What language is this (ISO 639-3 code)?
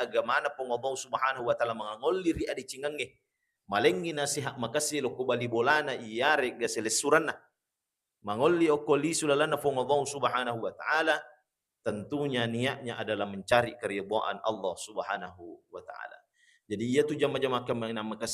bug